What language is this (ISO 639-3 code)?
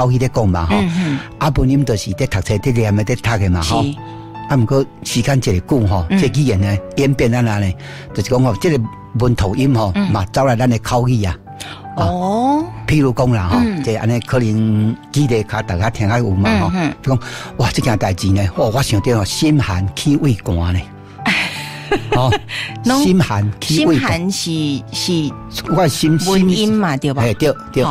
nan